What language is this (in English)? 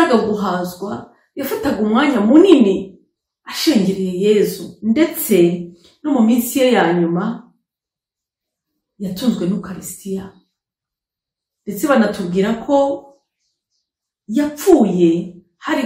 Kinyarwanda